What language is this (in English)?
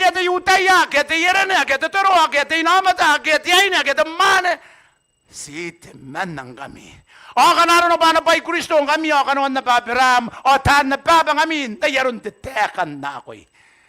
Gilbertese